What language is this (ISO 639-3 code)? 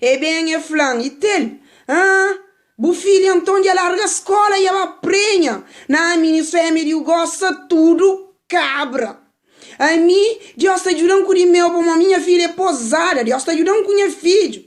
kea